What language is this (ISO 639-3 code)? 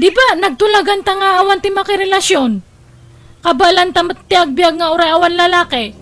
ilo